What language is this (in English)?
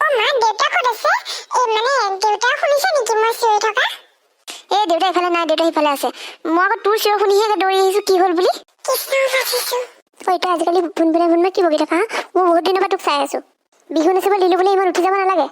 Assamese